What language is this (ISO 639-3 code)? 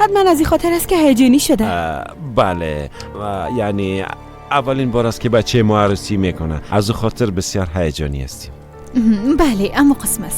fas